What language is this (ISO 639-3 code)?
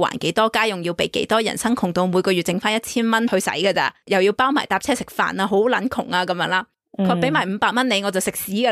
yue